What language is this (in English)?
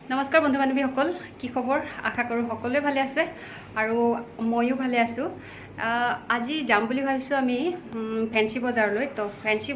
Assamese